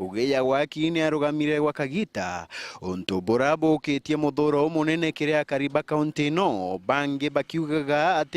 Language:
Meru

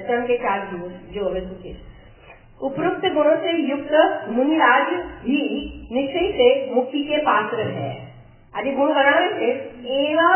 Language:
Gujarati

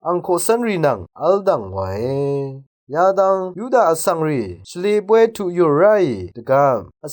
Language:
Rawang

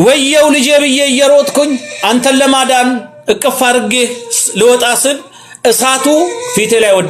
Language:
Amharic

